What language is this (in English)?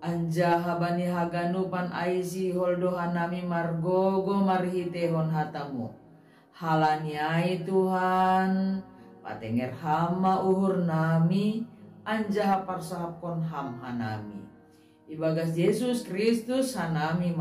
Batak Simalungun